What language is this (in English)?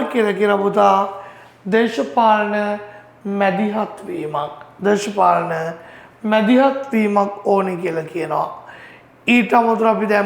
Sinhala